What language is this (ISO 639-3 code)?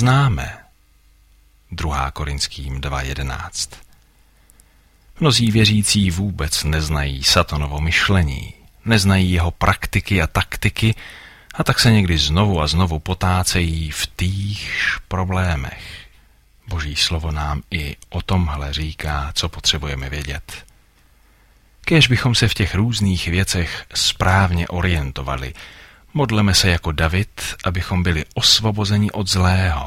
ces